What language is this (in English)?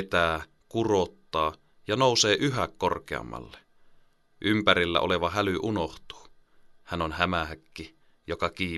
Finnish